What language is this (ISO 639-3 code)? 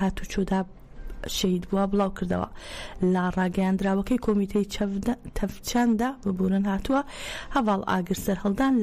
ckb